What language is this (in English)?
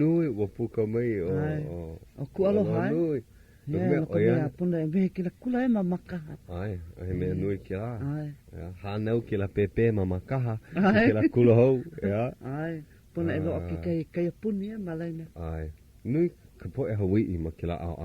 Hawaiian